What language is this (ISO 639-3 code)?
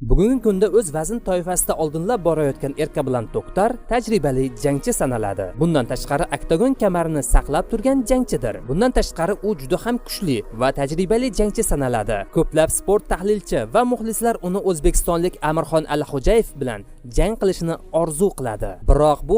uzb